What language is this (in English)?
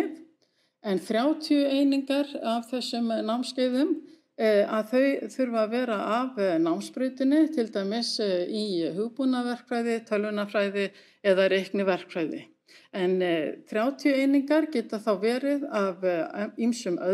Icelandic